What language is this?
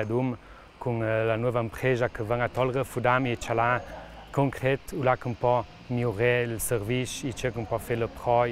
Ladin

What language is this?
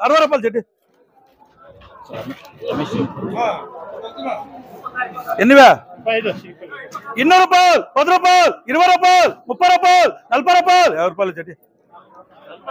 Telugu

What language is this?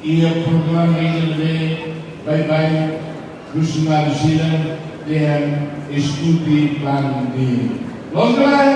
Tetum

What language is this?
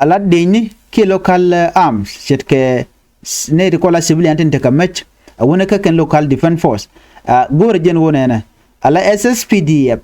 Nuer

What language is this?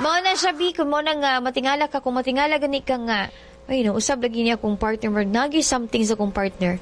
Cebuano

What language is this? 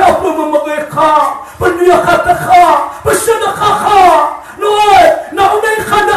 Maranao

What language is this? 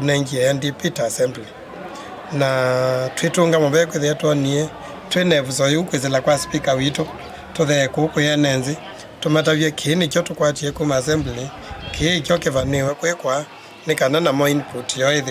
Kamba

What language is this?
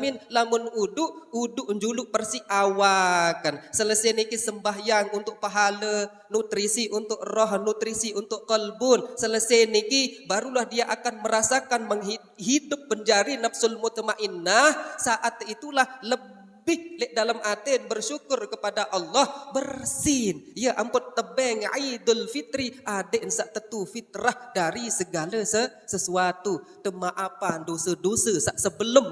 Sasak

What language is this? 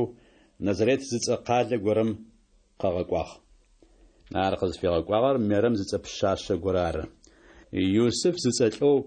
Adyghe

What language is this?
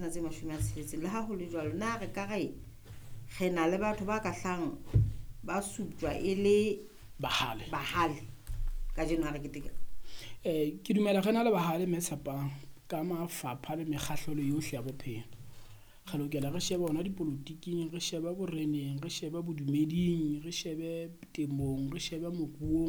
Southern Sotho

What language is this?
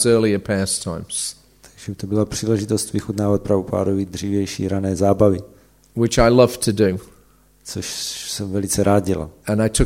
Czech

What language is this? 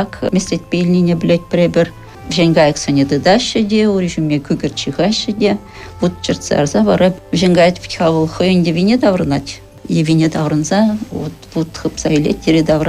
Chuvash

